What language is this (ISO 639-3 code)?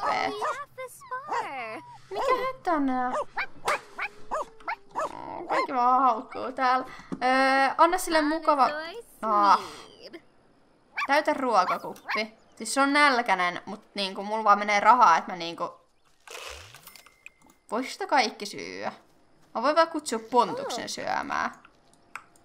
fin